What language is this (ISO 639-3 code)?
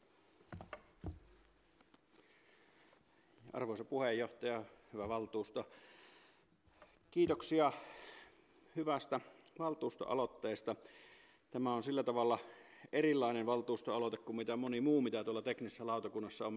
fin